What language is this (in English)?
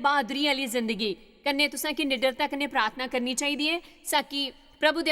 Dogri